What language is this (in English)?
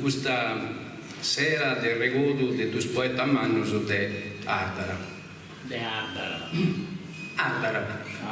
Sardinian